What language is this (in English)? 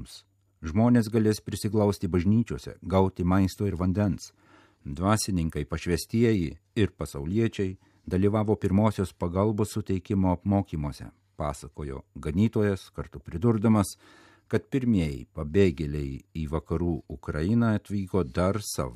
Lithuanian